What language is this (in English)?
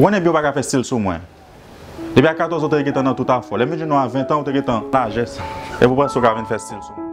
Haitian Creole